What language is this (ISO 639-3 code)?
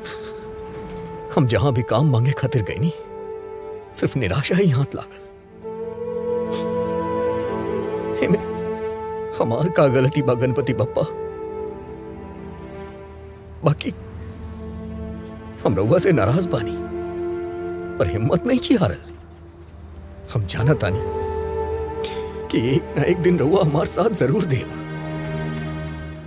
bho